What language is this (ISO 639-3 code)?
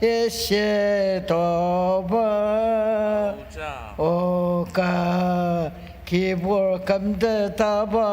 njo